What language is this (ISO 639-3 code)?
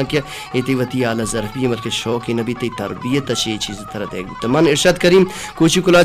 bal